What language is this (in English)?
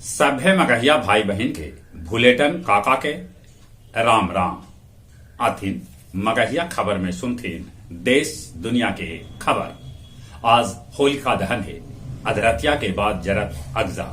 Magahi